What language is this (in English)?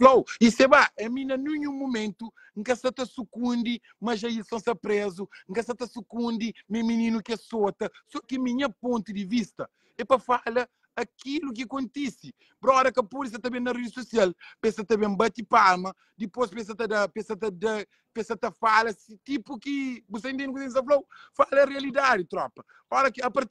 Kabuverdianu